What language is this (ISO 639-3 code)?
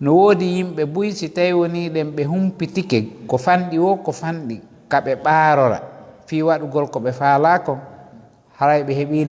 ful